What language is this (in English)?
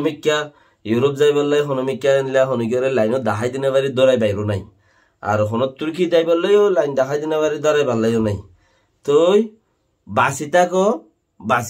Rohingya